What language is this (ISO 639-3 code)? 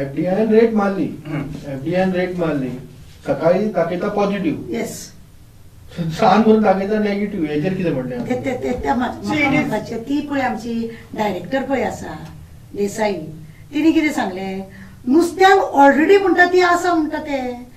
kok